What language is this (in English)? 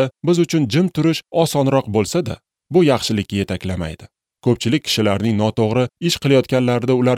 Uzbek